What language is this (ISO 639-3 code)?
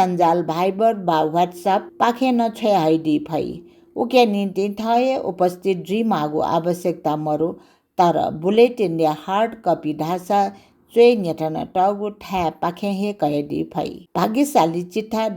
new